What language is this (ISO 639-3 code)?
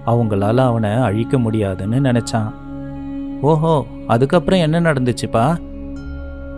tam